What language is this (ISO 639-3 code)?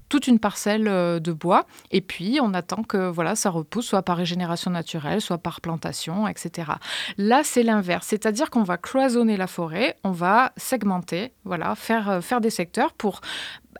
fra